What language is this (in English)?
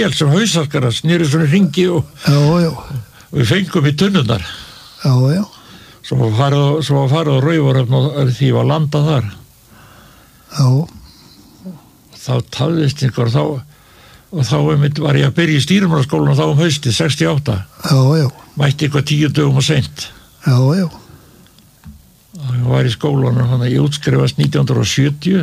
Icelandic